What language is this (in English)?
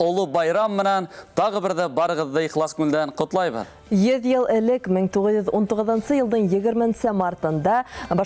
Bashkir